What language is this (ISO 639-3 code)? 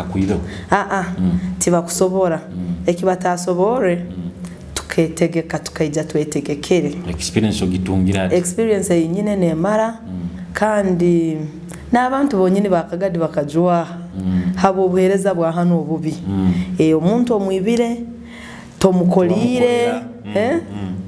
nyo